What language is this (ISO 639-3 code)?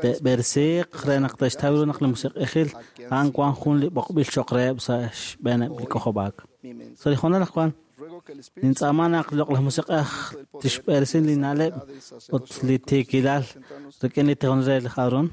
kek